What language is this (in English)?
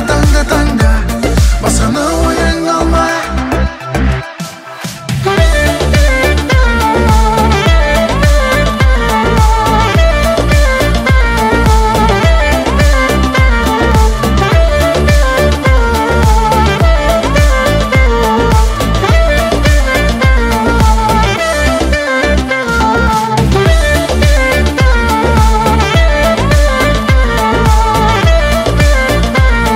Kazakh